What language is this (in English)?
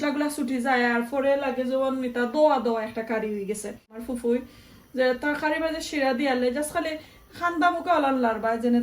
Sylheti